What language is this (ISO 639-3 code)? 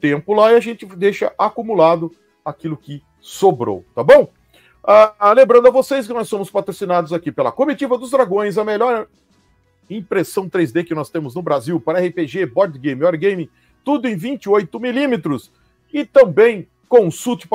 por